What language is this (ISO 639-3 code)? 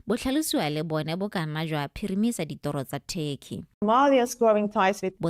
tsn